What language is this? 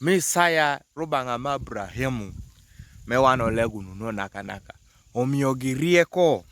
Kumam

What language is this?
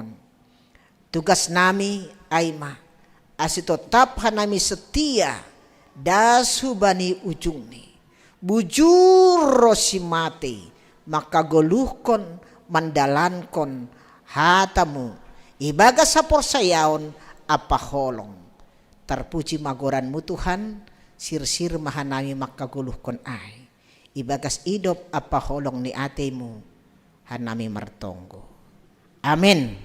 Batak Simalungun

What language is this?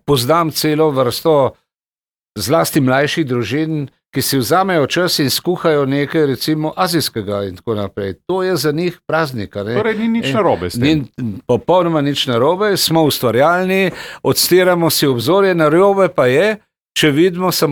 Slovenian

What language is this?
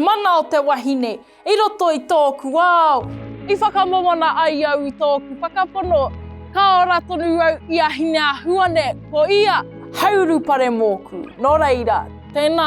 Māori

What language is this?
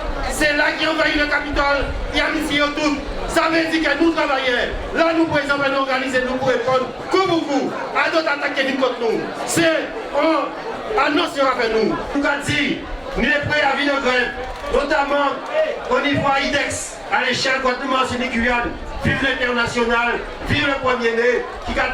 Guadeloupean Creole French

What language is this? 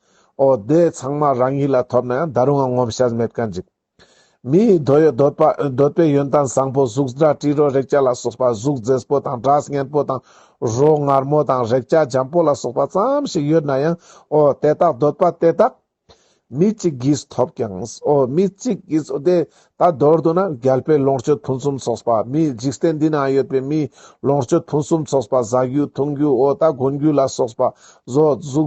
Ladakhi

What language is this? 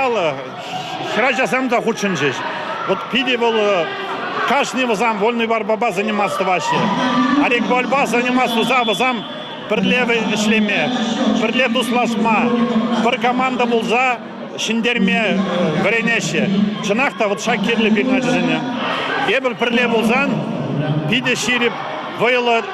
Chuvash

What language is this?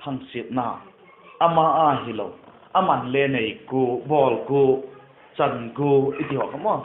Vaiphei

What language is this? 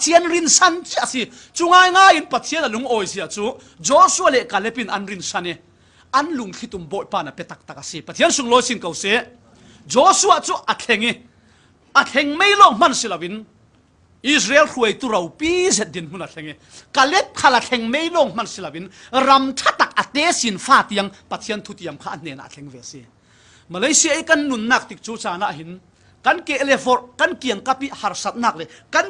Falam Chin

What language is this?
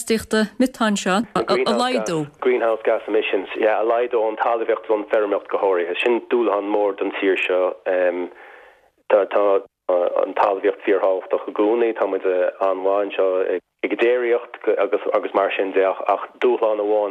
Irish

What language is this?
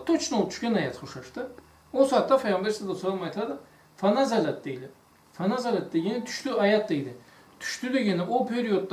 Karachay-Balkar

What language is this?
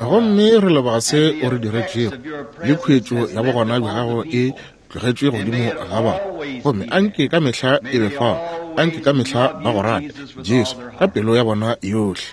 Northern Sotho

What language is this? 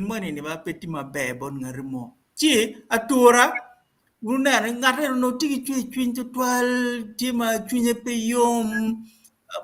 Acoli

